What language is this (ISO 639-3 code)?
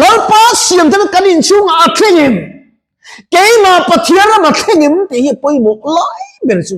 lus